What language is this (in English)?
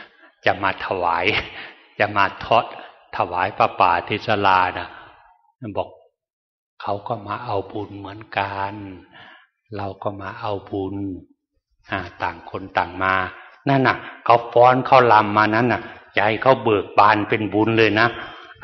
Thai